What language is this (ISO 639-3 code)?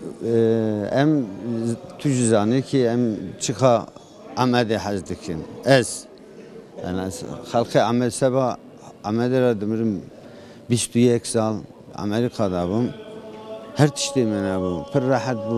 kur